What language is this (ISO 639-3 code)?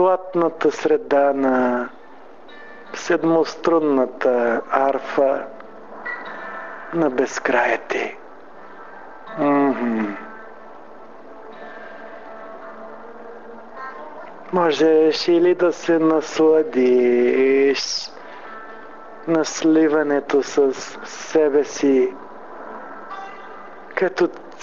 bul